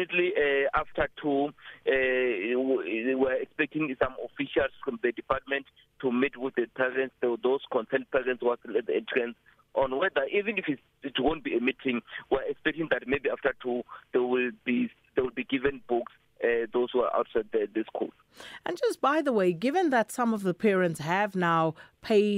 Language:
English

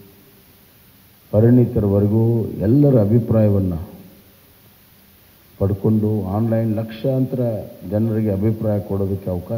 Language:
Kannada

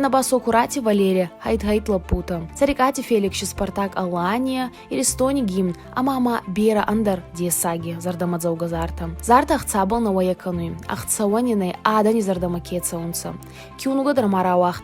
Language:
Ossetic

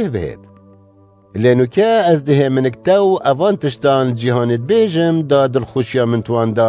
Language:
Kurdish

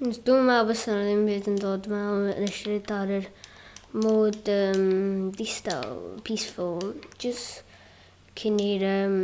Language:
Welsh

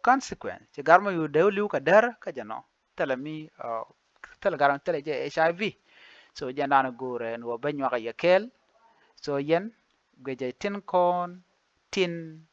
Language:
Nuer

